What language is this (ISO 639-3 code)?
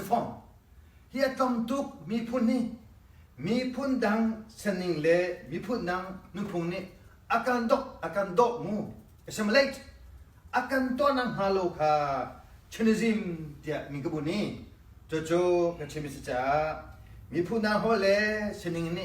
cnh